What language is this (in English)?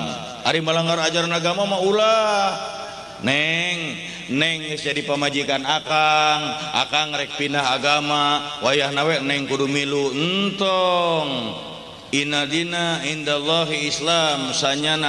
Sundanese